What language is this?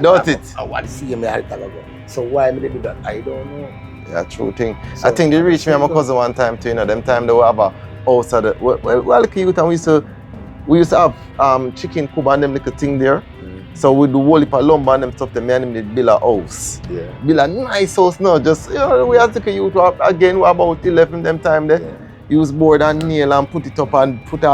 Jamaican Creole English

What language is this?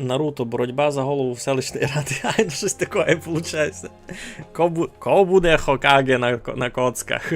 Rusyn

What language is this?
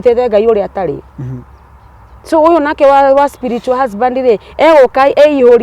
Kikuyu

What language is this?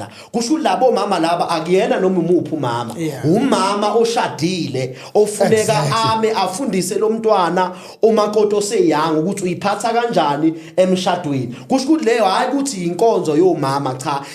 Zulu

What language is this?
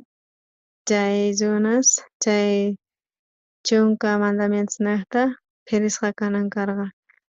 South Bolivian Quechua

